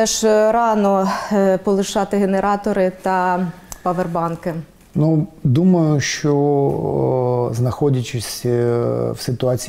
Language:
Ukrainian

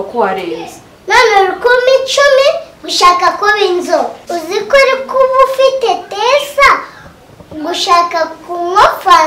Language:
Kinyarwanda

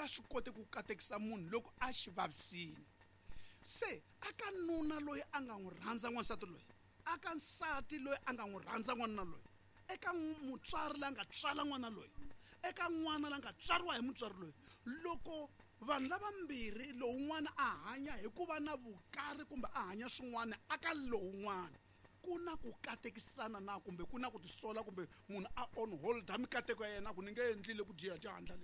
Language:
Tsonga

